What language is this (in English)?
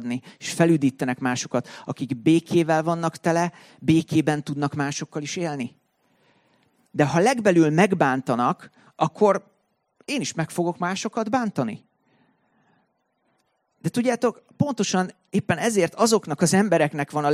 Hungarian